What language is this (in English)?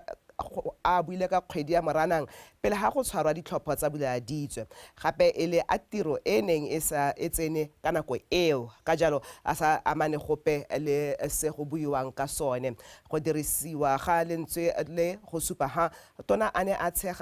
Tswana